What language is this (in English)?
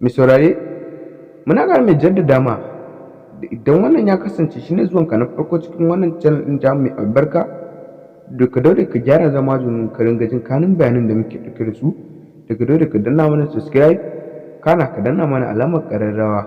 Hausa